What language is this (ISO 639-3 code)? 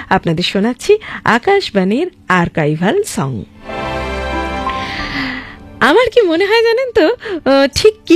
ben